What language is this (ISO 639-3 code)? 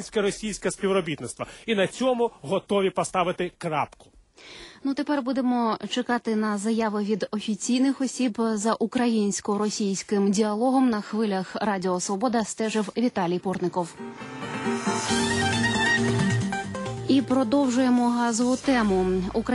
ukr